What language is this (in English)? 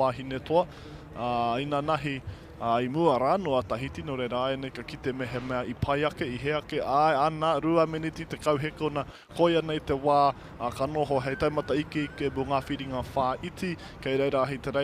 Māori